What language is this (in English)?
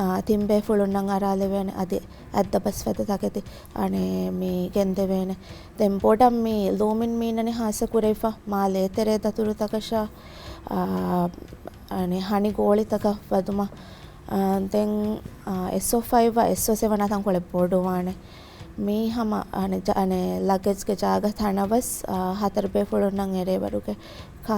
Divehi